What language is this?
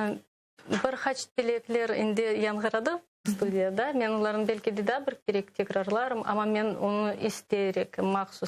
Crimean Tatar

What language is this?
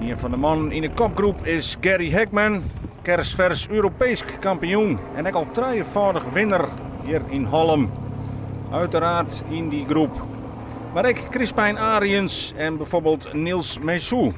Western Frisian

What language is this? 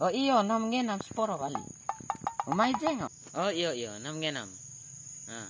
Bima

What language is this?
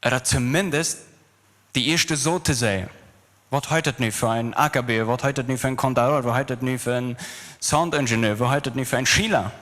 Plautdietsch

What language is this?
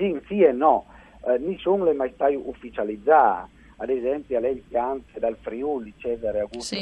Friulian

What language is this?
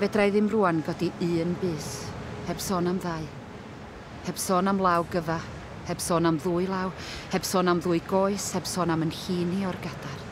Welsh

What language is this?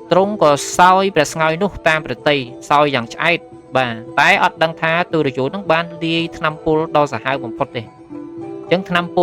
Khmer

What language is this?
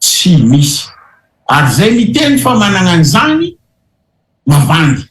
Malagasy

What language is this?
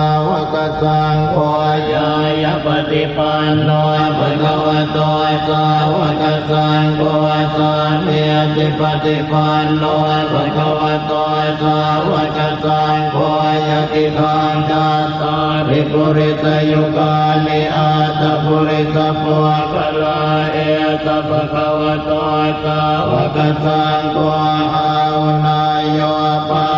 Pali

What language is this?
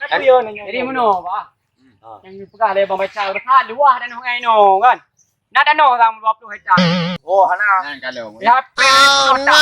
Achinese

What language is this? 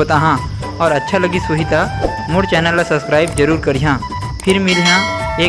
Chhattisgarhi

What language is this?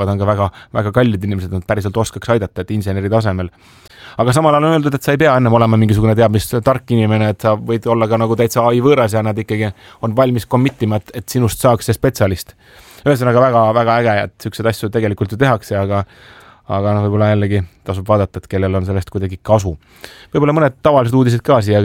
Estonian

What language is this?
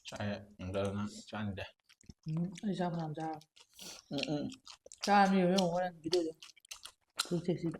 Manipuri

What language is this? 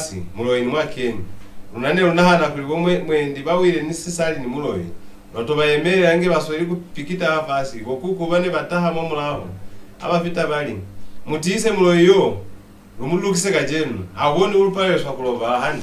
Lozi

